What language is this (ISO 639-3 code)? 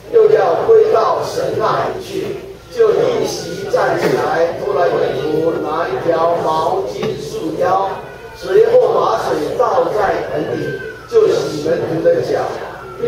zho